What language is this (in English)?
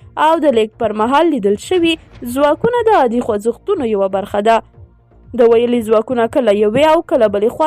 Pashto